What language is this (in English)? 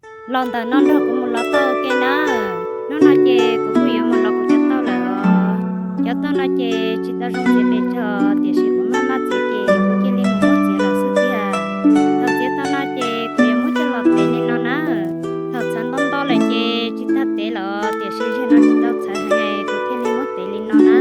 Hmong